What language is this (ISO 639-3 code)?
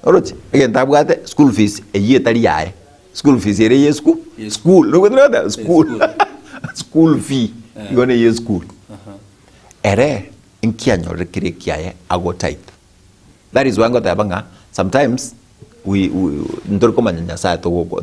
guz